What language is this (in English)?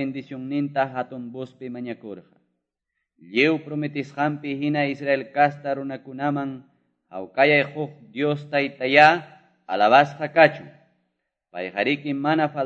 Quechua